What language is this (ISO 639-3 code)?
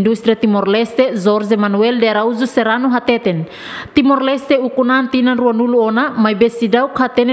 tet